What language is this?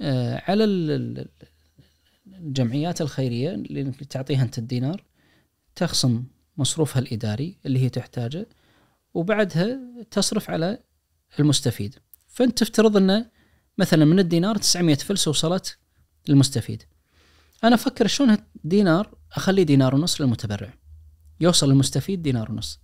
Najdi Arabic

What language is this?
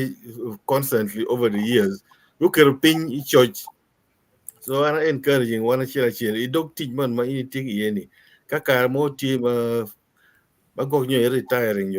Acoli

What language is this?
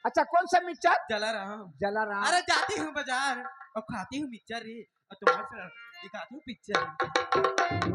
Chhattisgarhi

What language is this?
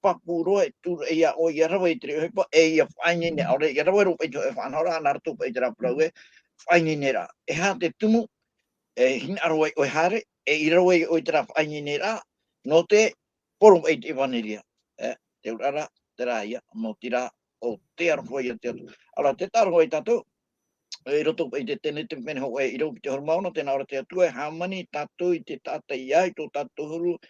Tahitian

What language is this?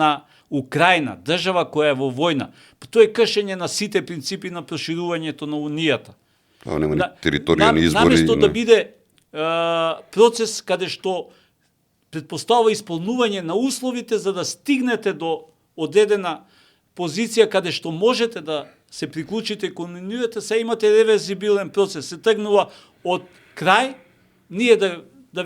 Macedonian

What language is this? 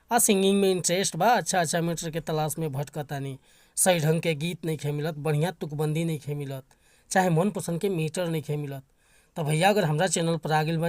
Bhojpuri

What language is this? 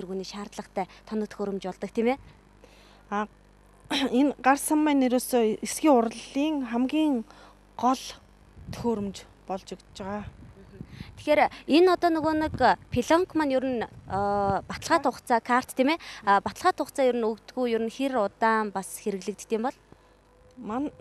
Mongolian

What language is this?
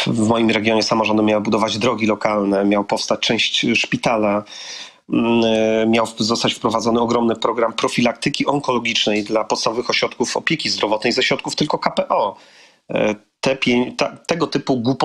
Polish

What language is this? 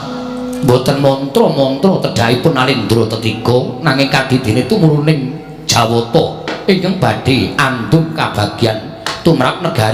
Javanese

